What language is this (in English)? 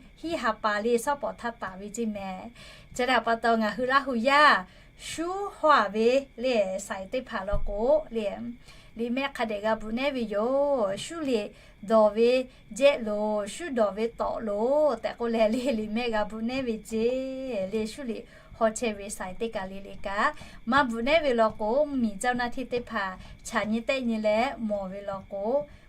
Lahu